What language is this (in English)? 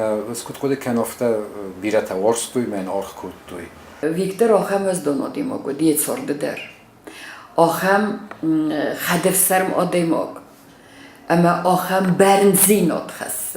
Ossetic